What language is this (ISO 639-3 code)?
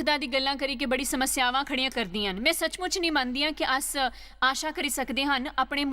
doi